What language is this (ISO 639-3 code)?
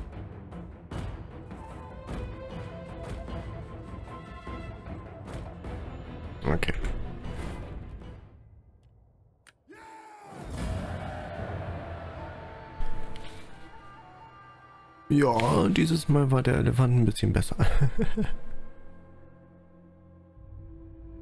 deu